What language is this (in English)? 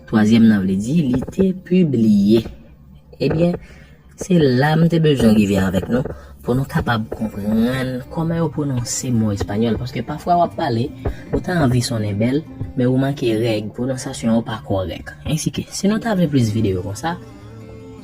Haitian Creole